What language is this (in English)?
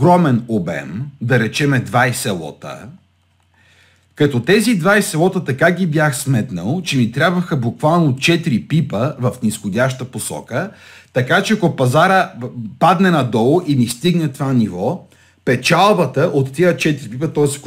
Bulgarian